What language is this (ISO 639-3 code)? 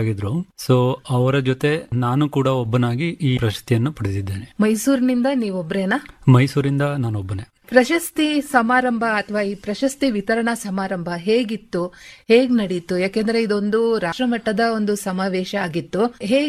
kan